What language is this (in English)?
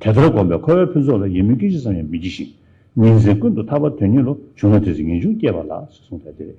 Tibetan